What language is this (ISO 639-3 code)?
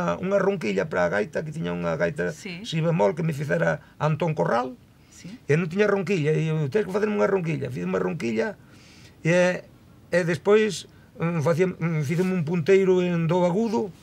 glg